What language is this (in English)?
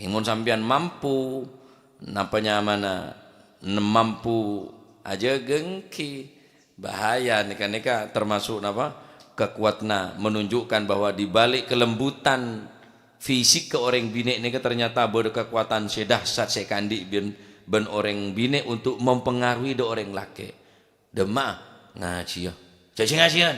Madurese